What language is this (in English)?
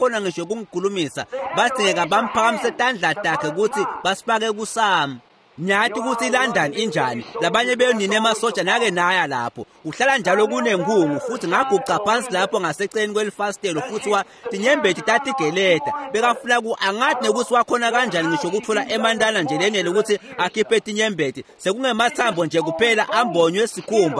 Swati